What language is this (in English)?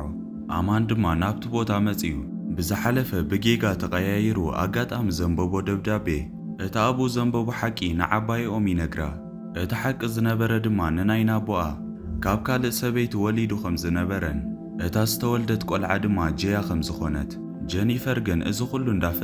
Tigrinya